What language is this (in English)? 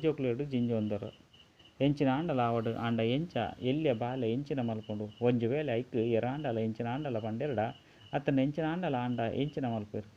Tulu